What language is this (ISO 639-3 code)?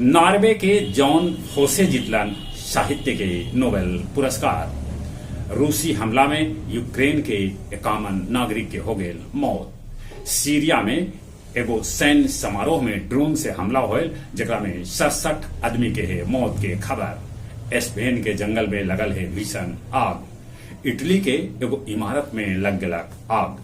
mag